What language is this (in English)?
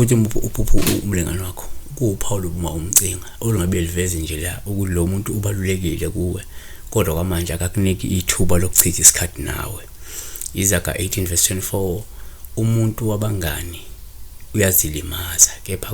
Zulu